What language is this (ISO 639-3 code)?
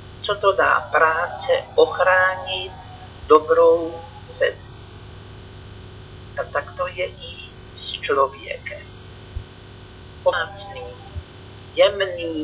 ces